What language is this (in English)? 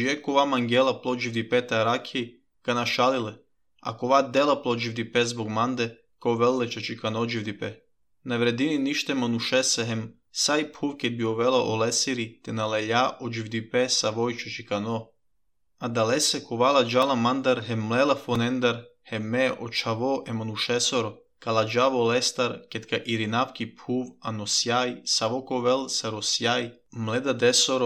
Serbian